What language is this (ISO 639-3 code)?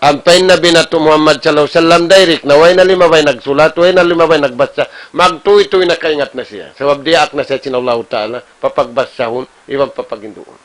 tsg